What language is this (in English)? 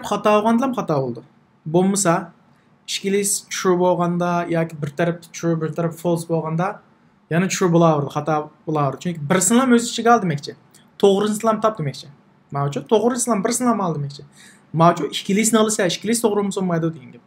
Uyghur